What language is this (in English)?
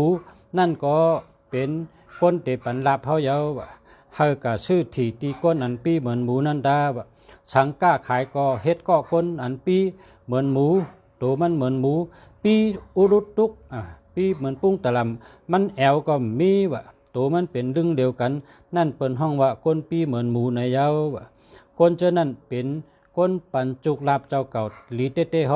Shan